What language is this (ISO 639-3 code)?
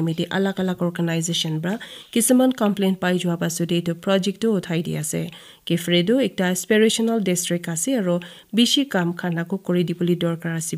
nag